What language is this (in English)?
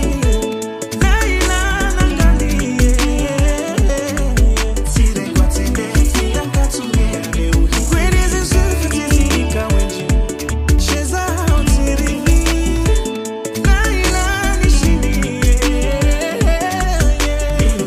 Swahili